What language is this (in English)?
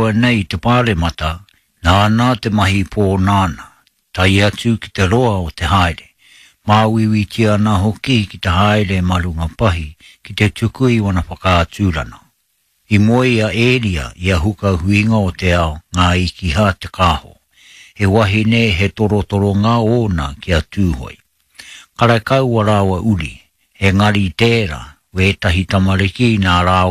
Māori